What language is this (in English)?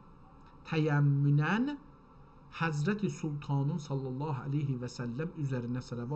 South Azerbaijani